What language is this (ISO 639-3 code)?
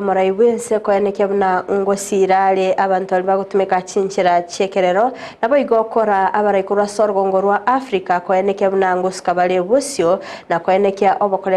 guz